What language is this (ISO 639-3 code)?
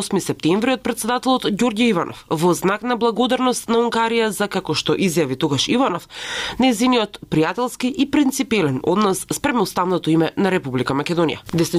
mkd